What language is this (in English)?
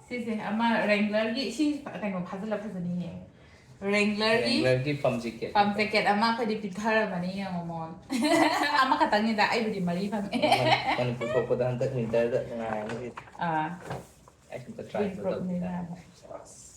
Manipuri